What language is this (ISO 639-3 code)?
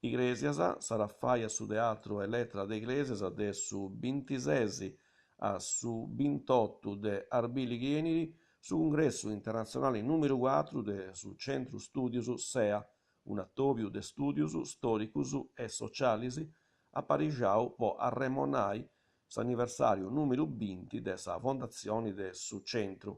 srd